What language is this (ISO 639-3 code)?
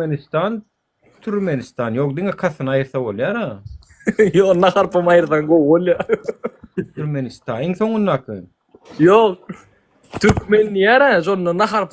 tuk